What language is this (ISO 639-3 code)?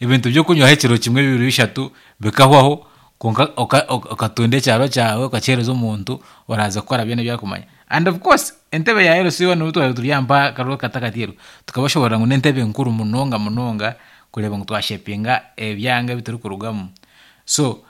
nyn